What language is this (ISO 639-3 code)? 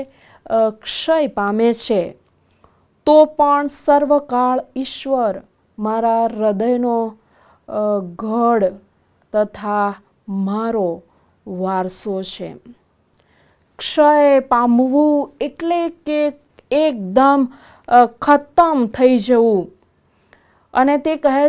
guj